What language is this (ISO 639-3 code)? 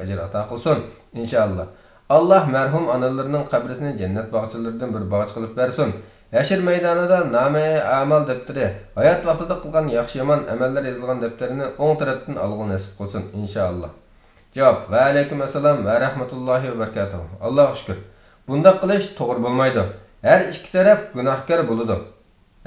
uig